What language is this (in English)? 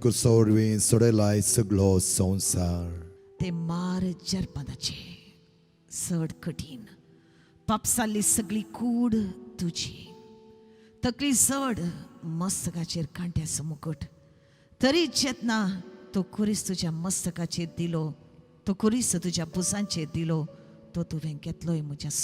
Konkani